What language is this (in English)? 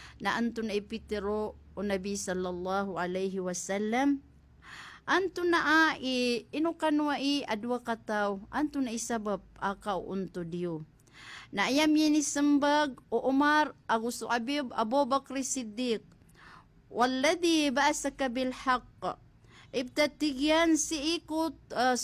Maranao